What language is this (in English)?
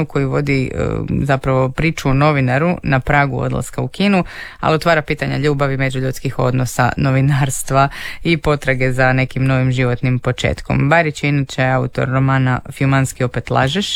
Croatian